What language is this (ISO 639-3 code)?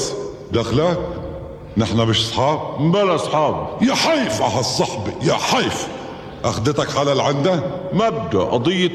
apc